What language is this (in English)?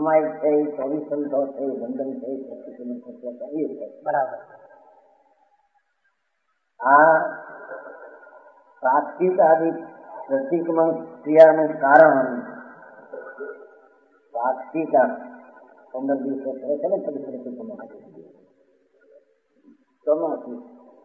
Gujarati